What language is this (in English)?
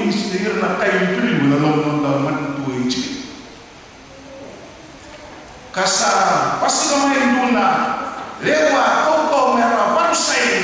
Fijian